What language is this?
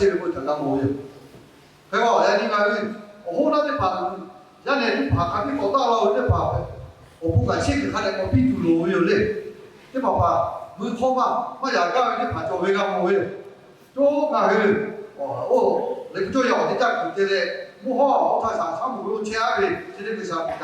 Lahu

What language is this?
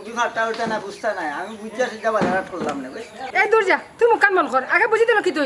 Sylheti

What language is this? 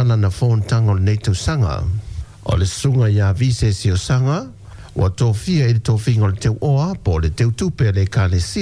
Samoan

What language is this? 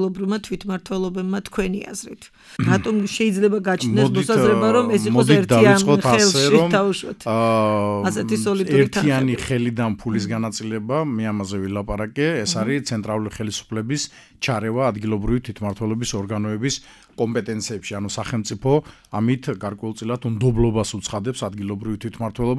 Georgian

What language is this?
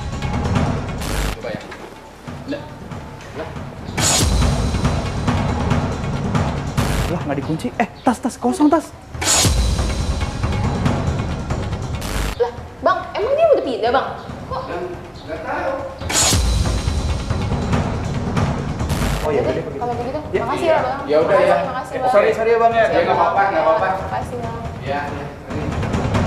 Indonesian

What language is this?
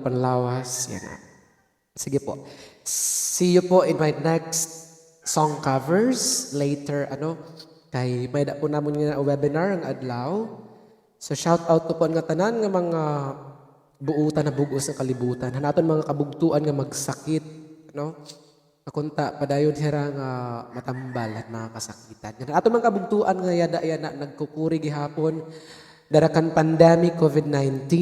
Waray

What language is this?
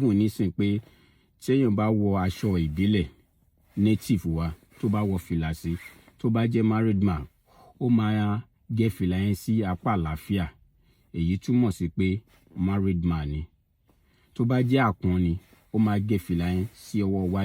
Yoruba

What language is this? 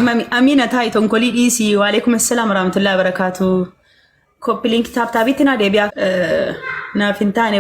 Oromo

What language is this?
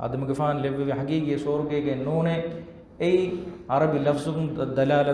Divehi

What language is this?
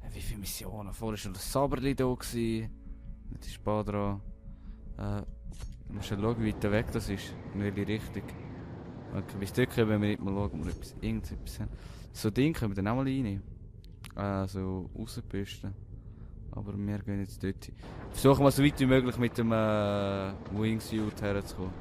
Swiss German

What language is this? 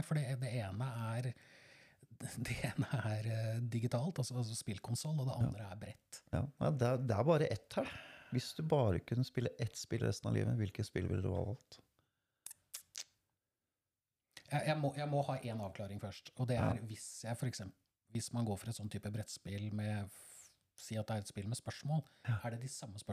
Norwegian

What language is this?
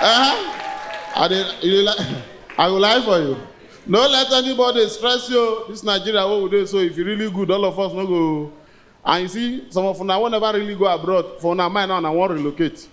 Nigerian Pidgin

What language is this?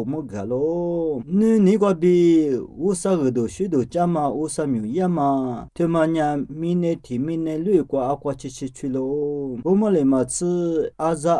Lisu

